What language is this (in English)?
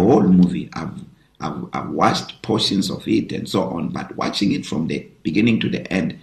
English